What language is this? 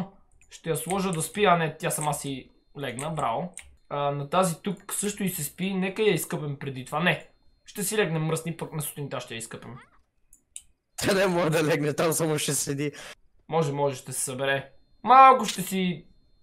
Bulgarian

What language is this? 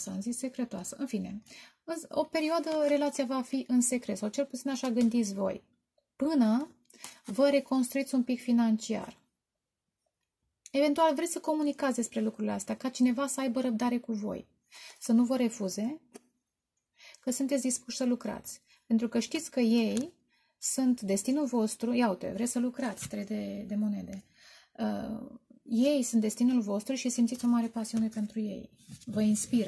Romanian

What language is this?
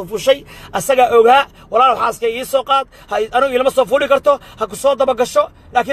Somali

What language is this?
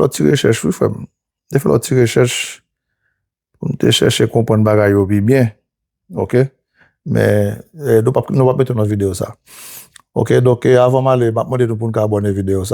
Haitian Creole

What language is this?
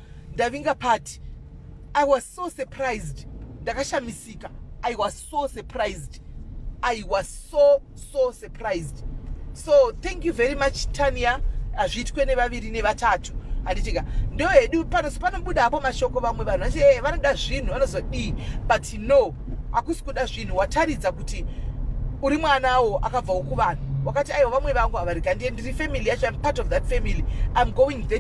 Shona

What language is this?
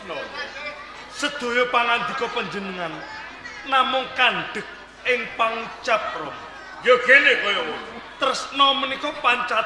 Javanese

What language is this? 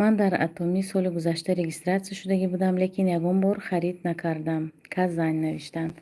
Tajik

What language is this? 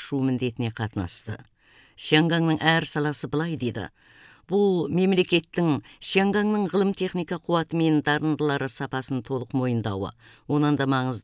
Kazakh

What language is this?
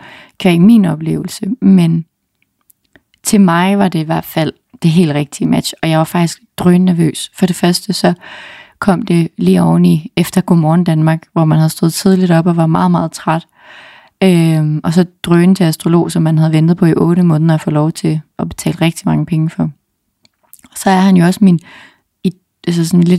Danish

